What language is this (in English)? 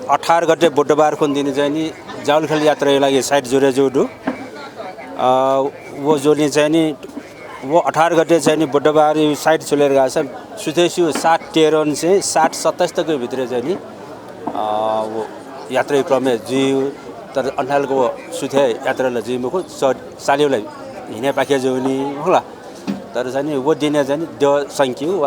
Newari